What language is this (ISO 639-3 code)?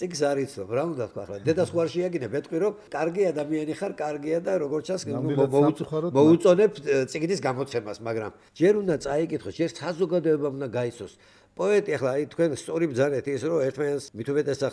kat